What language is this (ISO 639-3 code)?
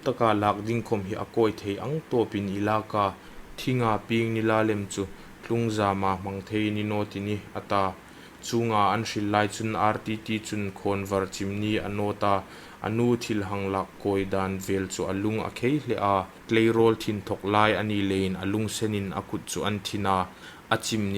hmr